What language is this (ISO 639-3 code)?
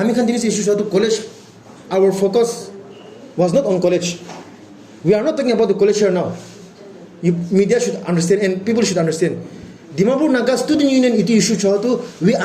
nag